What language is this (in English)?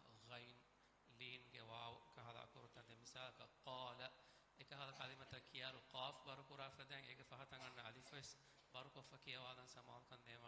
Divehi